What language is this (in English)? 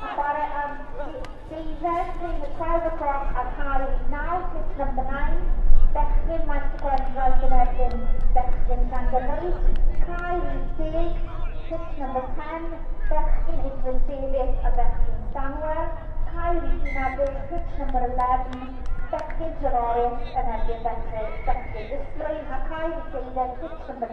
Welsh